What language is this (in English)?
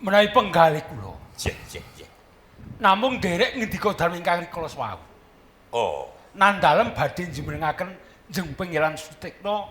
Javanese